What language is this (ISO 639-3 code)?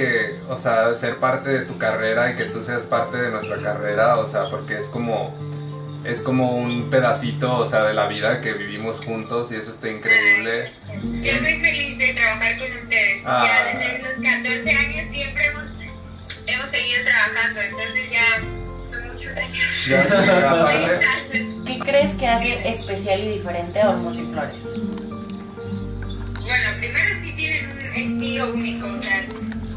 spa